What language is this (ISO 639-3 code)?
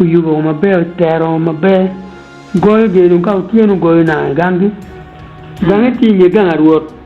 ach